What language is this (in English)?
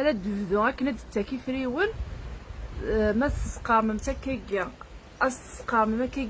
Kabyle